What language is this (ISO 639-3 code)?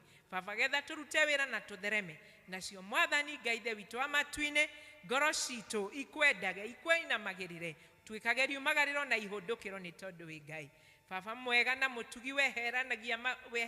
kik